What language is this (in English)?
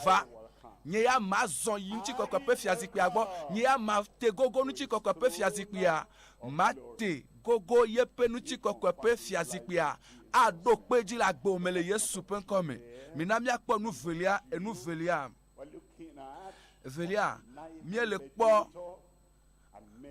Ewe